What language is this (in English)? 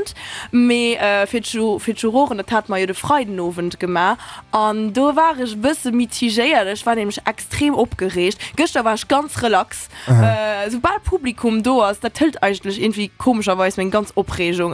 Luxembourgish